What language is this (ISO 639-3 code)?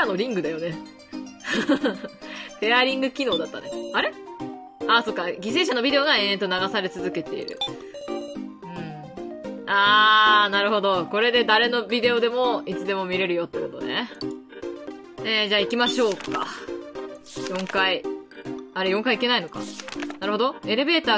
jpn